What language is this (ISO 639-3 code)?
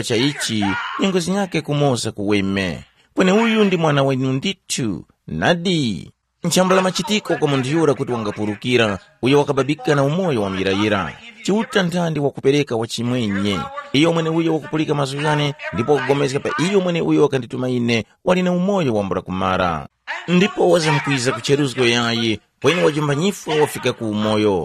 tum